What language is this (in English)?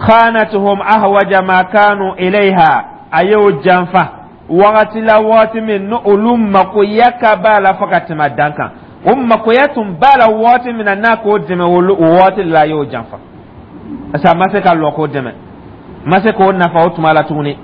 Dyula